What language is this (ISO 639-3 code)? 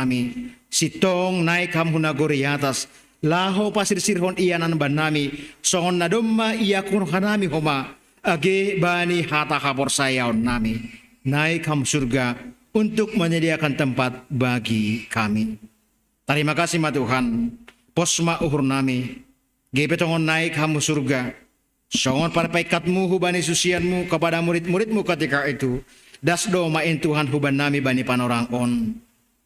bts